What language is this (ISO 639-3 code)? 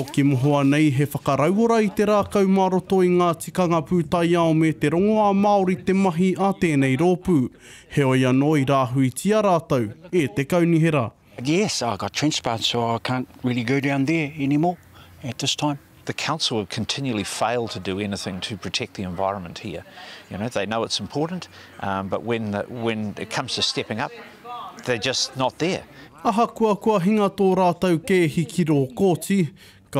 mri